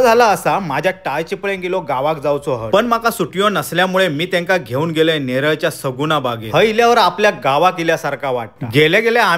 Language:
Konkani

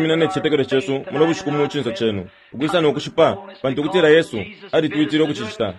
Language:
Bemba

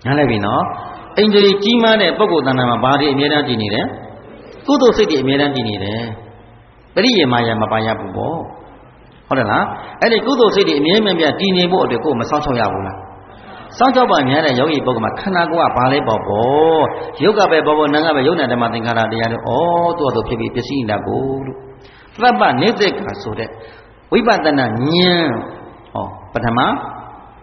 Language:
Burmese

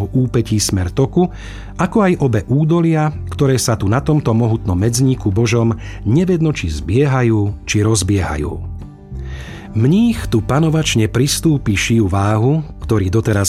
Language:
Slovak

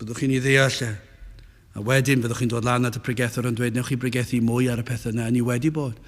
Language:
Welsh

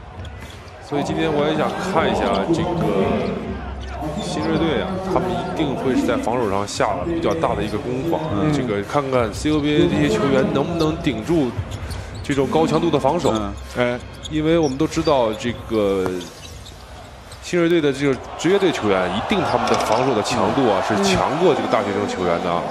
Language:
Chinese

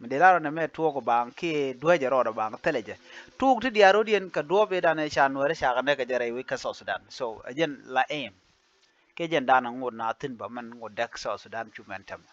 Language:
Nuer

